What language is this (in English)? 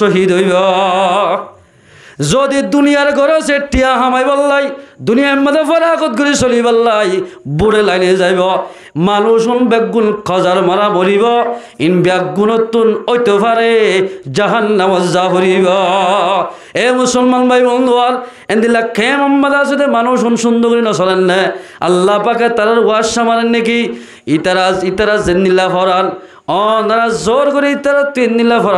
Rohingya